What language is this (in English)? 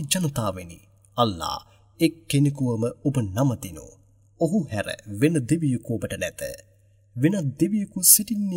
Sinhala